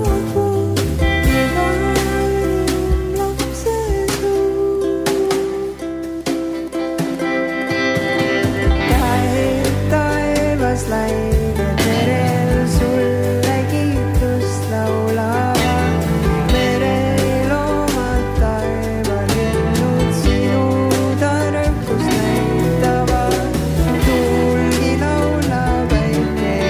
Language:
Estonian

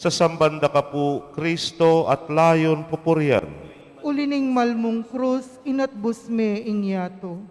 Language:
Pampanga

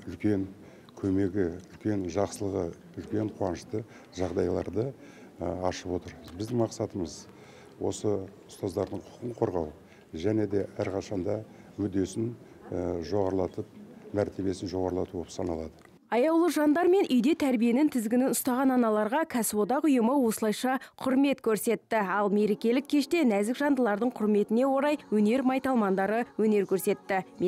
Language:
Kazakh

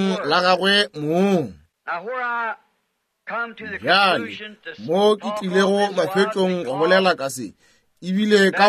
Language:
Northern Sotho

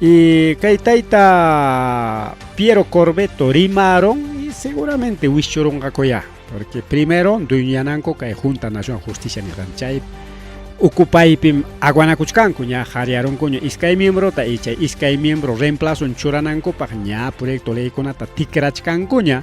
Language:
Ayacucho Quechua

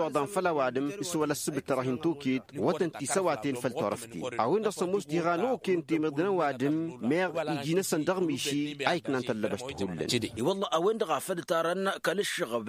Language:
Tamasheq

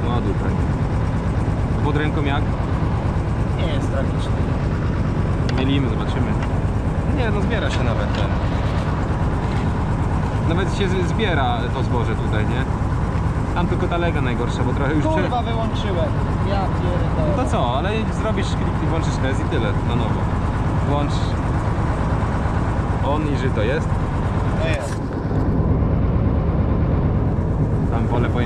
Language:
Polish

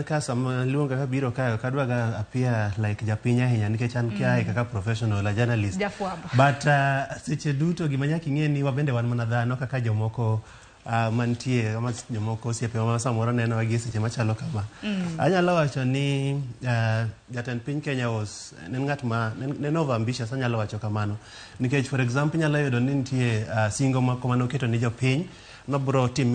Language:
Luo (Kenya and Tanzania)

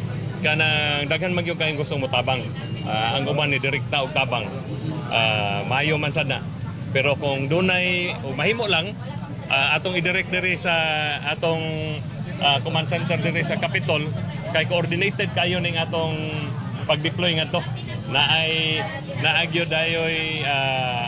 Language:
Cebuano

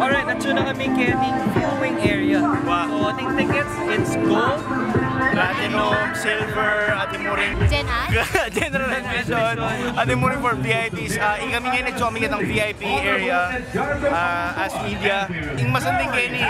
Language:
Pampanga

